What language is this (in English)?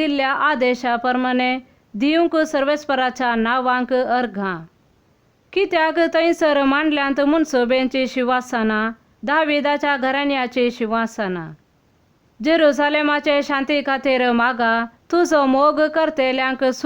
Konkani